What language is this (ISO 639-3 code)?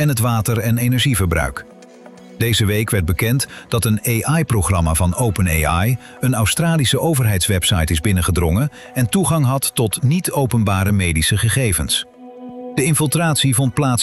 nld